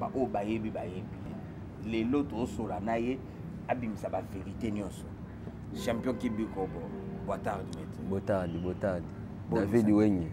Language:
Lingala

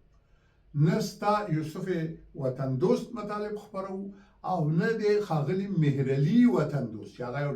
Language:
Pashto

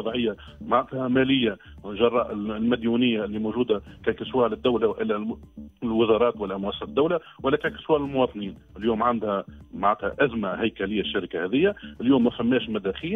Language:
Tunisian Arabic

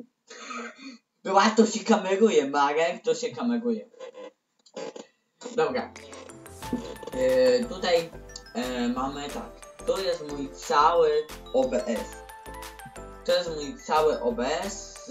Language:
Polish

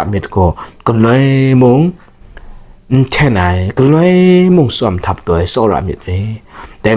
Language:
Kachin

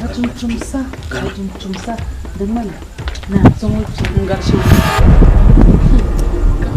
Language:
Dagbani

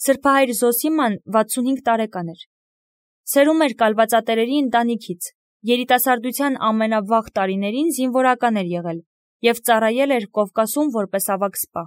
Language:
Armenian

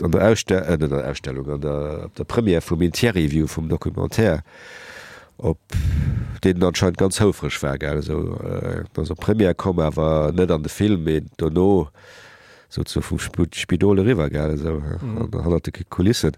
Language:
Luxembourgish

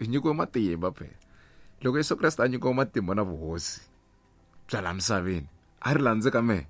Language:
Tsonga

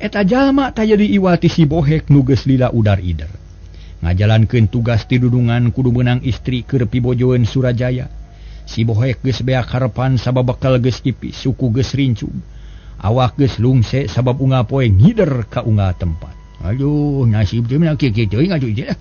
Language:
Sundanese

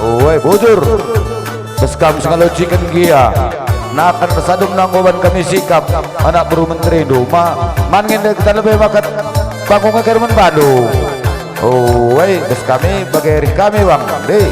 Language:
Batak Karo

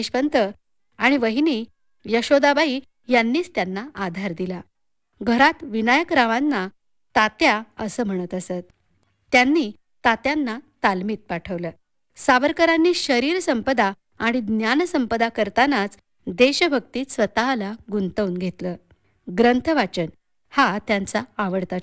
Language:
Marathi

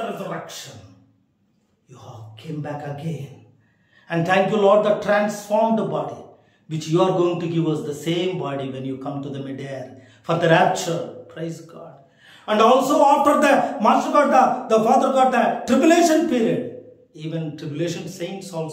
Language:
English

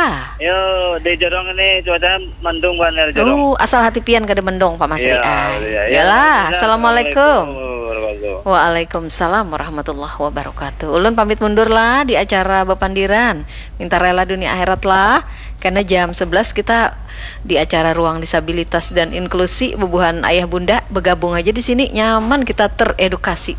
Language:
Banjar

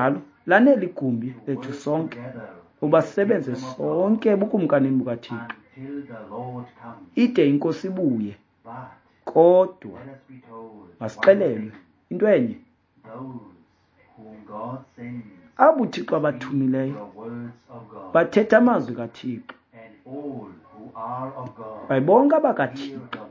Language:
Xhosa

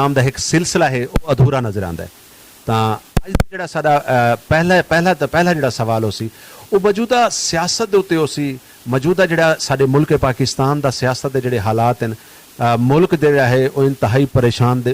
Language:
Saraiki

